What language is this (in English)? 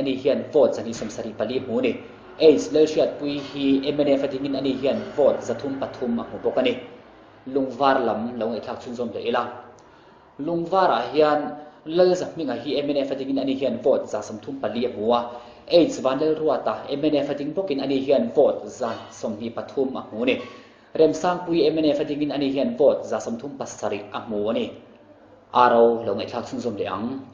Mizo